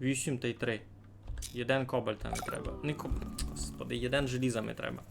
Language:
Rusyn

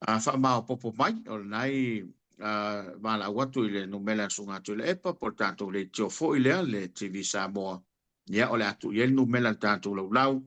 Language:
Samoan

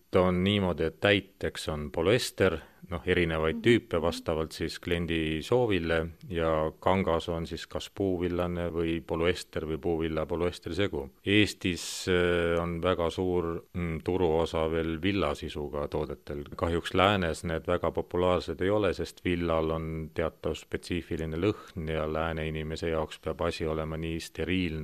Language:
Estonian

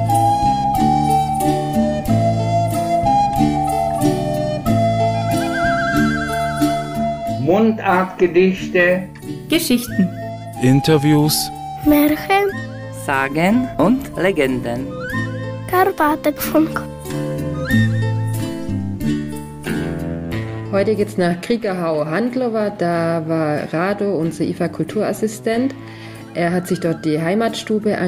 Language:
German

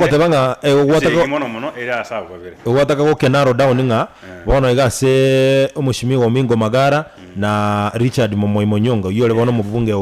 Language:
Gusii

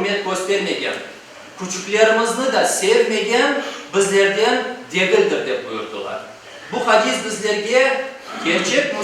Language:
Crimean Tatar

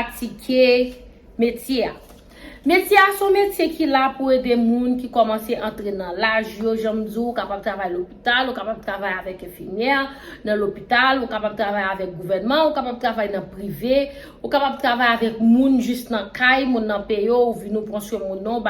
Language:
Haitian Creole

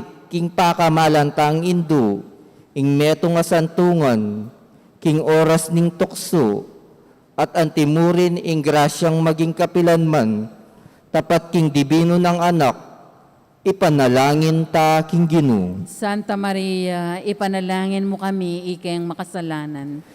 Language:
Pampanga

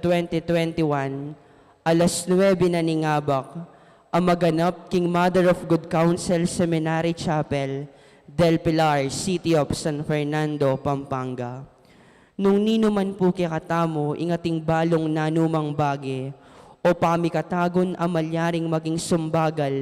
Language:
Pampanga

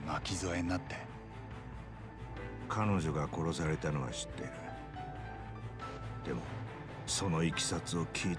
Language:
Japanese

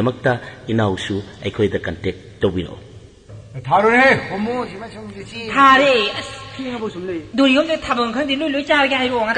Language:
Manipuri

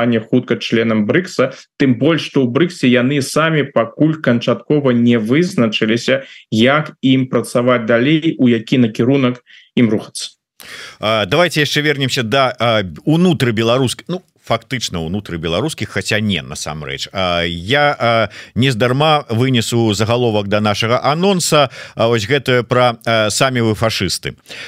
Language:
Belarusian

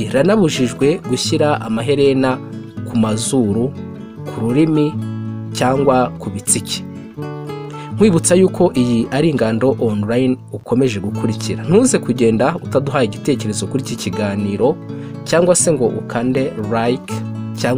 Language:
Kinyarwanda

